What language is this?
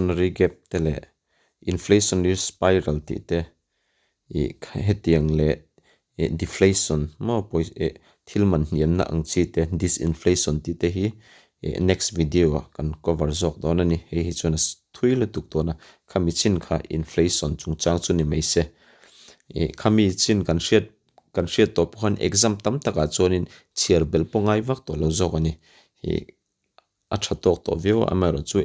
Mizo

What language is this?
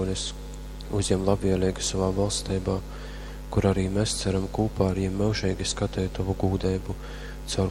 Latgalian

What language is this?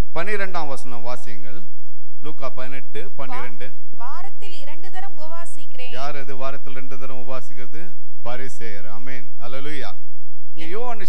Tamil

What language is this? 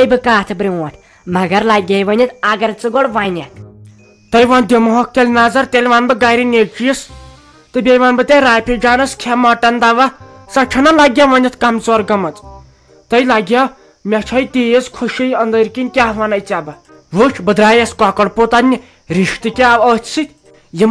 Kashmiri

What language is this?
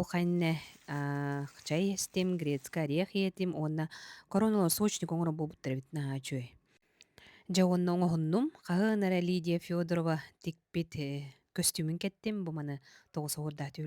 Yakut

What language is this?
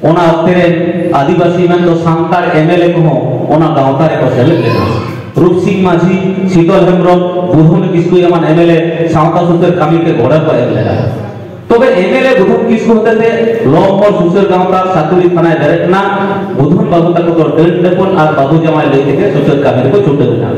Santali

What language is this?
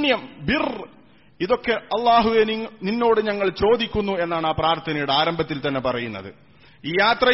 Malayalam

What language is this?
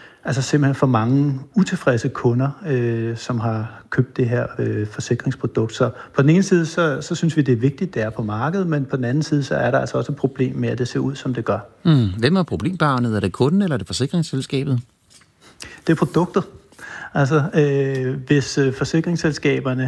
Danish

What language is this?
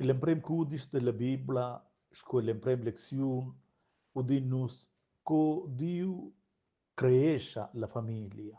Romansh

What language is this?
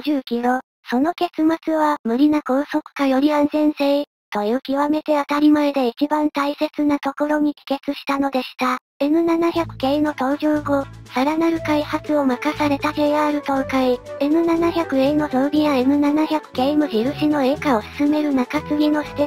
Japanese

